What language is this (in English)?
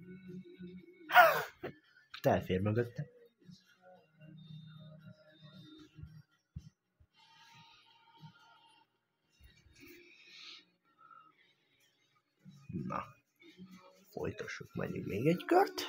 Hungarian